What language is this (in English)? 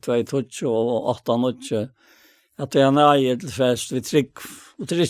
Faroese